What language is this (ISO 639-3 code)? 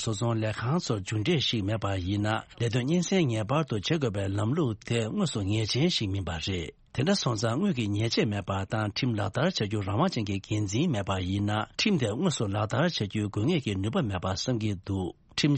bod